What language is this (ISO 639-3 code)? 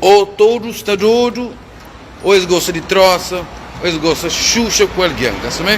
kea